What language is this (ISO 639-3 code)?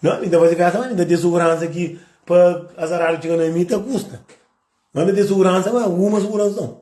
kea